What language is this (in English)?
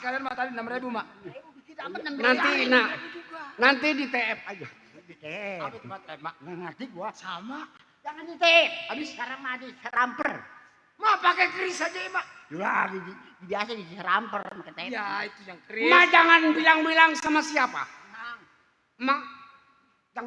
Betawi